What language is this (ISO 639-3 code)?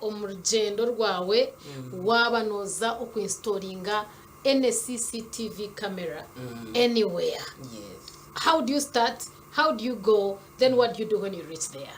nyn